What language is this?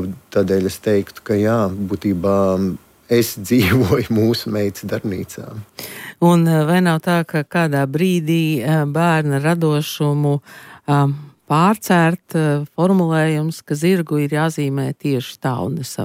Latvian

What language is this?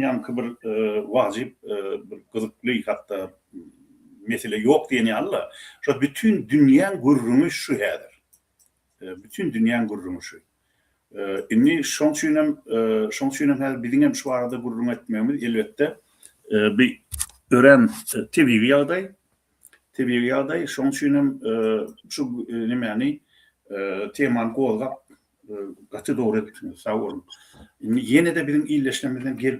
Turkmen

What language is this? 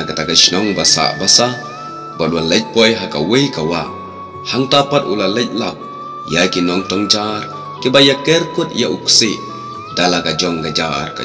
Khasi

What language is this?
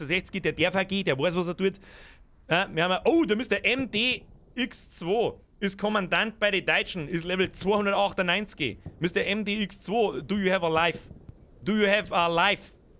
Bavarian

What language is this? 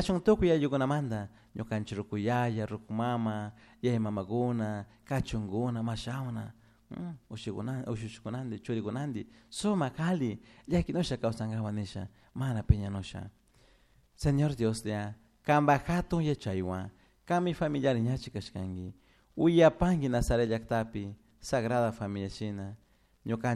Chimborazo Highland Quichua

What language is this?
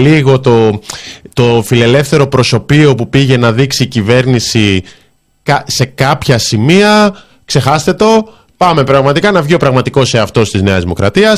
Greek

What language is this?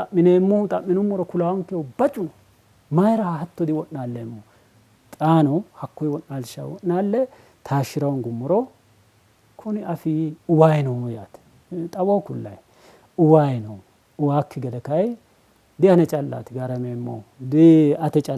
Sidamo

